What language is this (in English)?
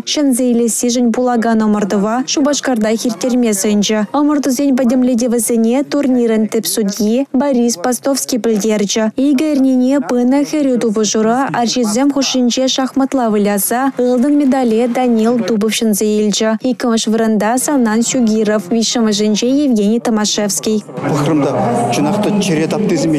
Chuvash